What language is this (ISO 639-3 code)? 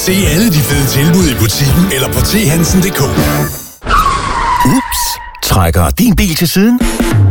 dan